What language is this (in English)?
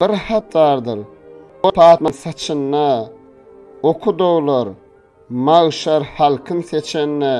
Turkmen